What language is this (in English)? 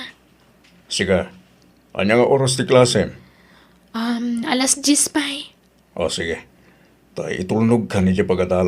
Iloko